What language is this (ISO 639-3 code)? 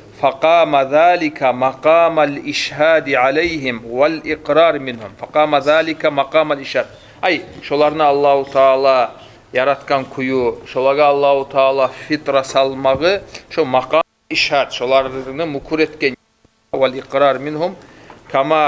kum